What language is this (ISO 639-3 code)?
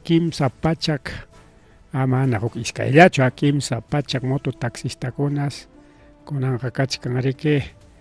quy